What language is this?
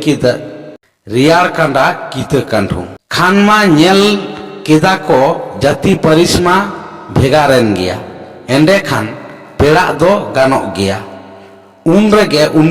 Santali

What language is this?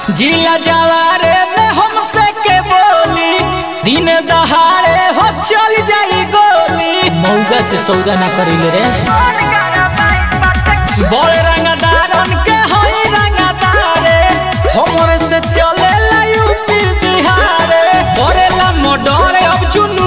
Bhojpuri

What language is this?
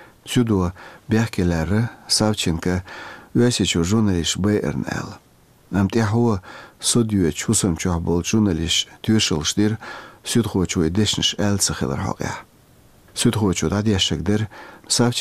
Chechen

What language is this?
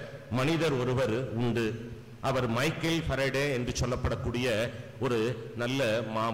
Tamil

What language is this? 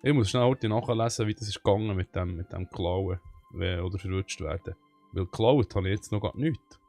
Swiss German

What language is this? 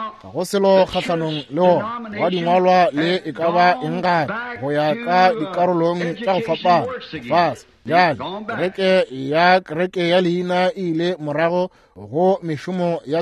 Northern Sotho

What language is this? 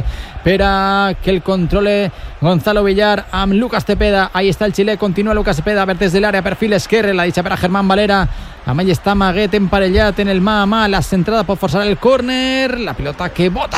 Catalan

